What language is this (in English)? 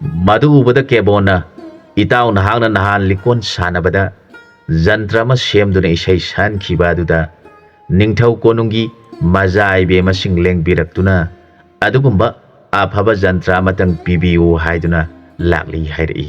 Manipuri